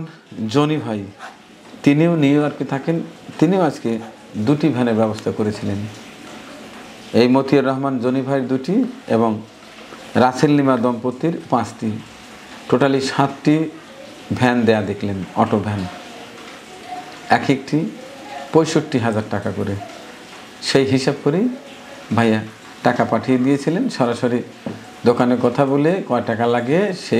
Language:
Bangla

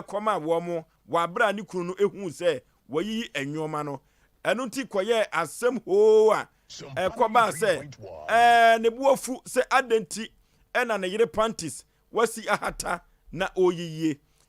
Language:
Akan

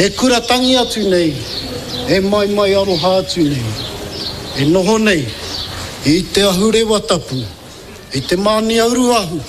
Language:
Māori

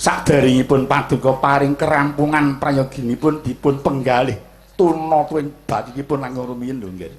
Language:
Javanese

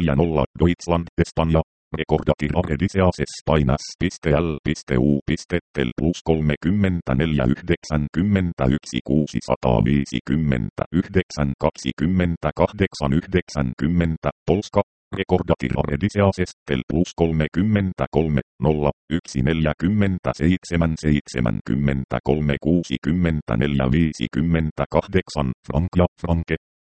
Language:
Finnish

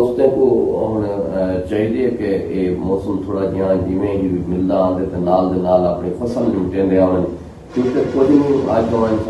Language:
Saraiki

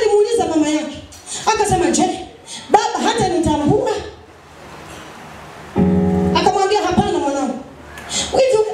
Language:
Swahili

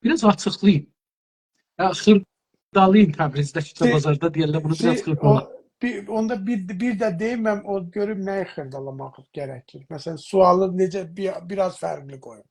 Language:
South Azerbaijani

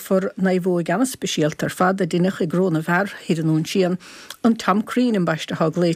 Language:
Irish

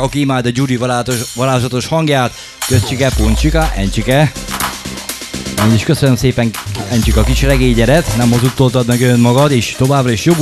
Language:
Hungarian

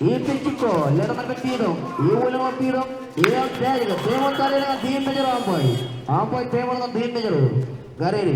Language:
Marshallese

